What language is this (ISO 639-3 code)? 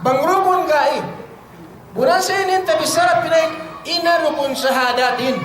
yka